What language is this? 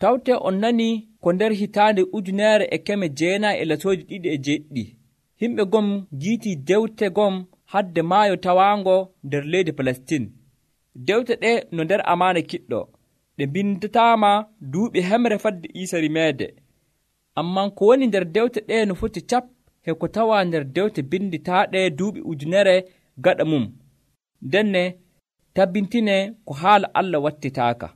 Nigerian Fulfulde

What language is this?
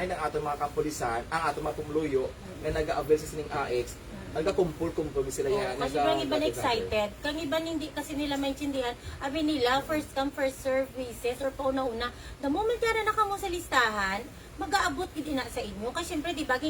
Hiligaynon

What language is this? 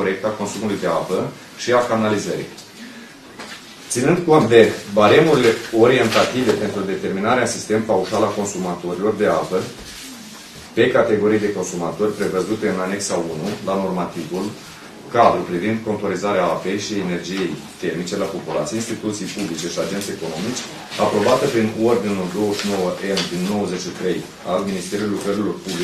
Romanian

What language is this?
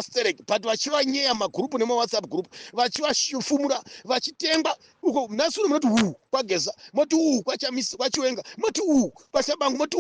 Shona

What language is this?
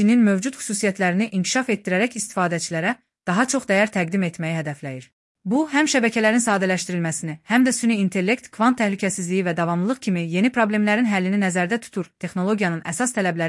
Azerbaijani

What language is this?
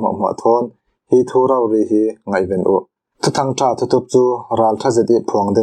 Falam Chin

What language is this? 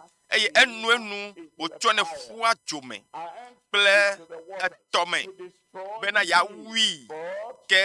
Ewe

